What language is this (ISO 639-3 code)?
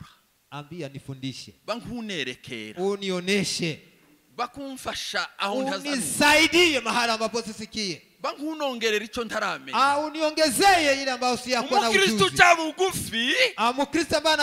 kin